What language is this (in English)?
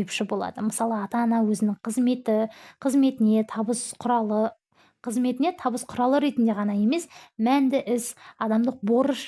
Kazakh